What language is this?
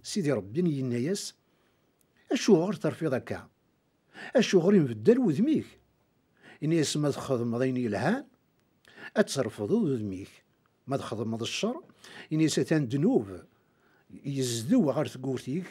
Kabyle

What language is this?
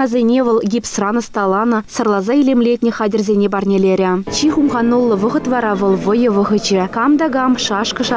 Chuvash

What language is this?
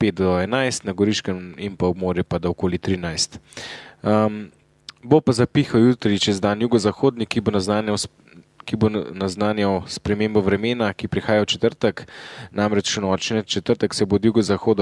Slovenian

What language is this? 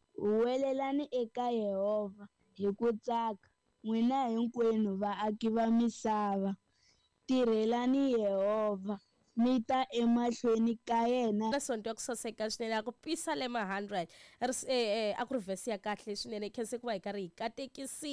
Tsonga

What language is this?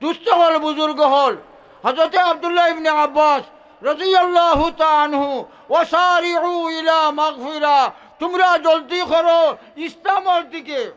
Sylheti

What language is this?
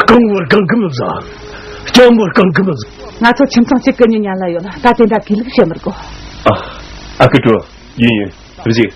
Tibetan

